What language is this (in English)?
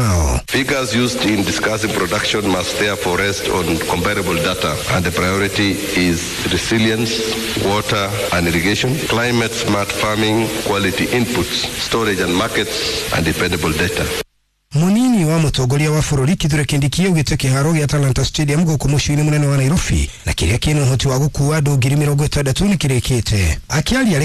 Kikuyu